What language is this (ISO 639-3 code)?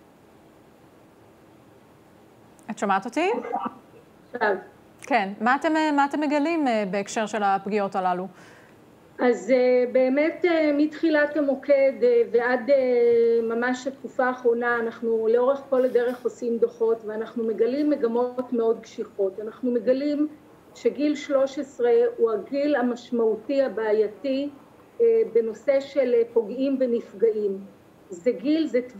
heb